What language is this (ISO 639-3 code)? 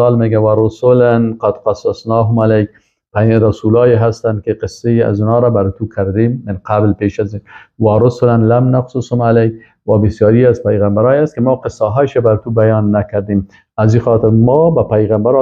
fas